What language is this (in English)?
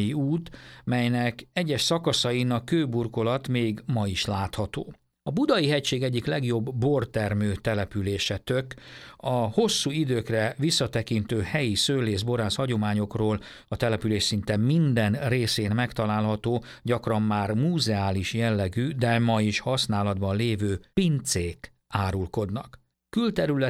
Hungarian